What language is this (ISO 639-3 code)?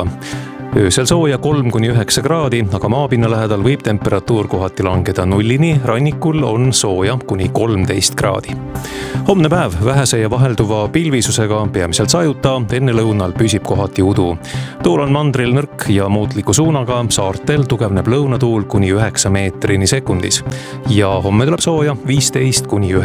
est